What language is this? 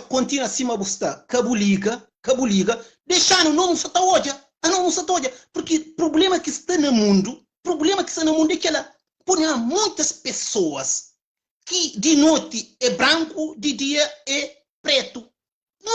Kabuverdianu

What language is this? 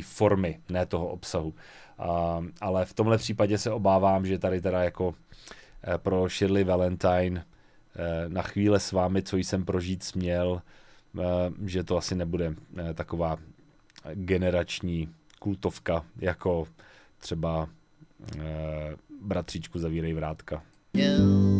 Czech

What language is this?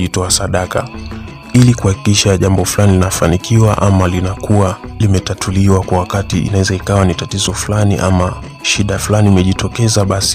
Swahili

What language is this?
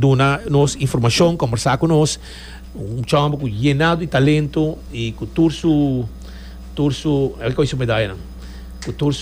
Papiamento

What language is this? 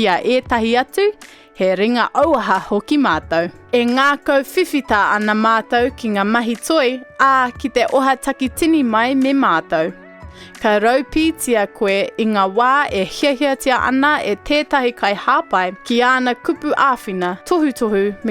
Māori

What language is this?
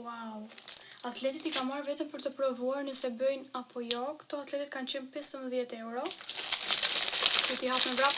Albanian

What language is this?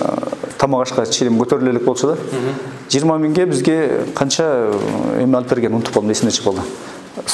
Kyrgyz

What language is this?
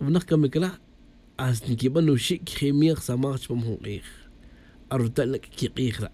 Tz'utujil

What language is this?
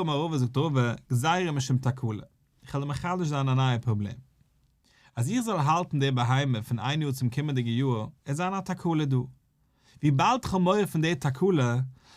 Yiddish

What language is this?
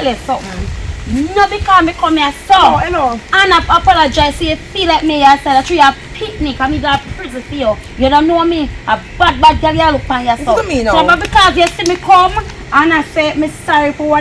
Jamaican Creole English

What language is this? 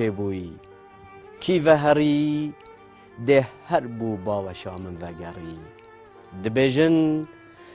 Kurdish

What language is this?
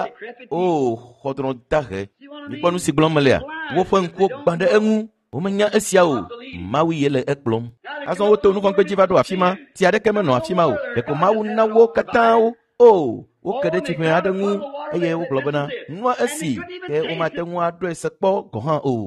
Ewe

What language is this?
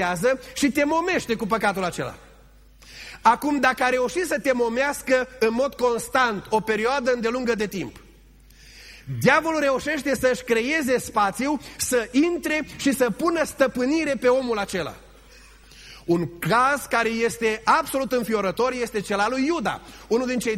Romanian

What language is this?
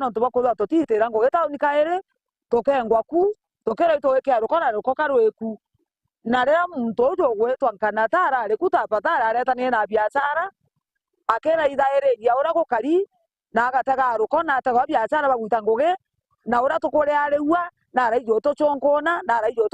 Meru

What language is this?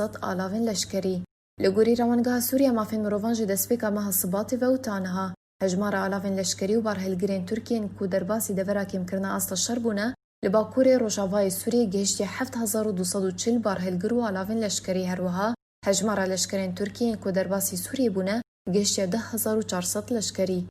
Kurdish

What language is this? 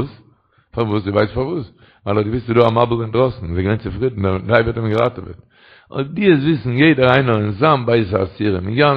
Yiddish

